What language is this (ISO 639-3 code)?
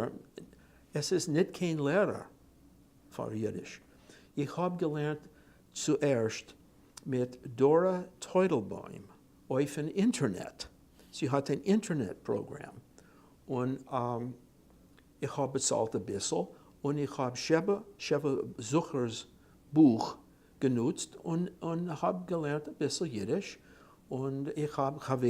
yid